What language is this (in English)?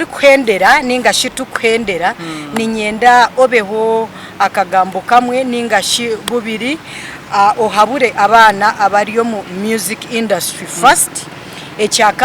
Nyankole